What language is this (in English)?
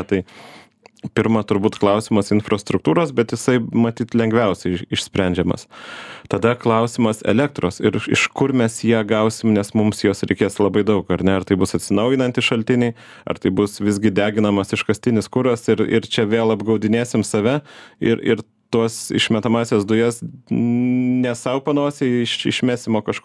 Lithuanian